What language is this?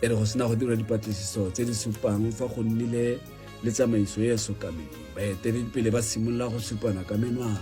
Tswana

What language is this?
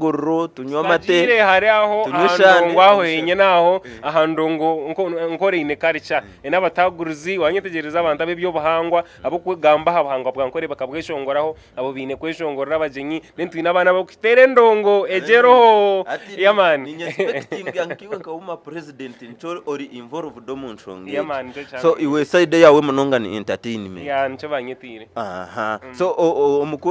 Nyankole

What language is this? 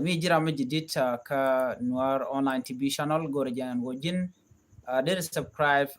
Nuer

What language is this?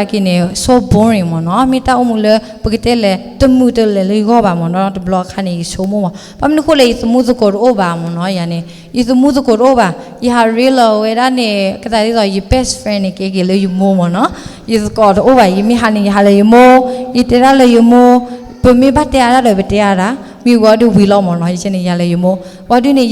S'gaw Karen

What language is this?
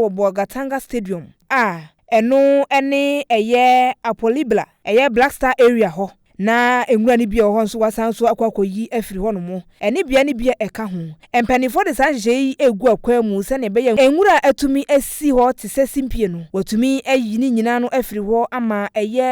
Akan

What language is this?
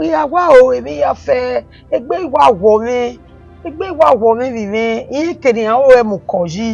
Bini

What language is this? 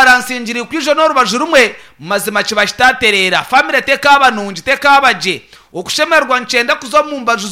Nyankole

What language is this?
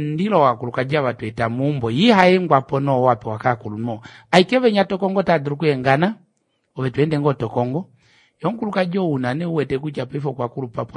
Kuanyama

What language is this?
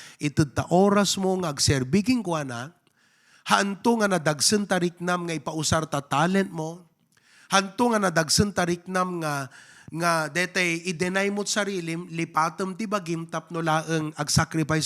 Iloko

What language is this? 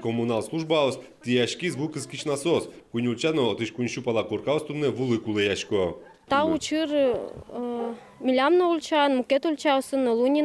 Udmurt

